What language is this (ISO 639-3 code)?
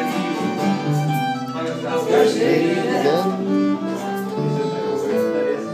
ces